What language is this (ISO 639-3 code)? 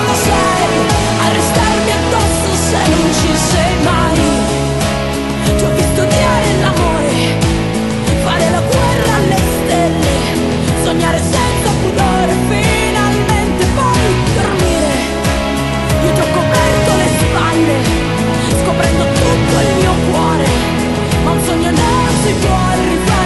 ita